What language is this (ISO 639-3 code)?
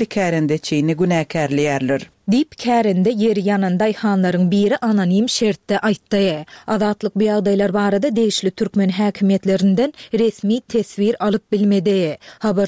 tuk